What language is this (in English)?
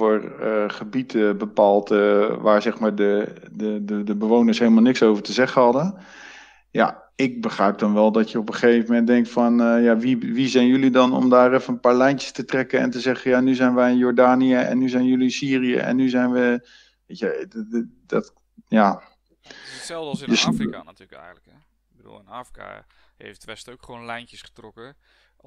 Dutch